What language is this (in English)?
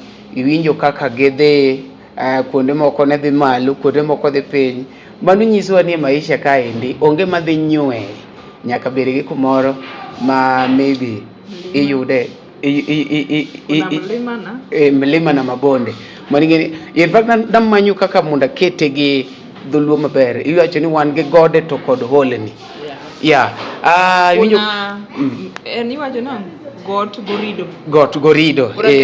Luo (Kenya and Tanzania)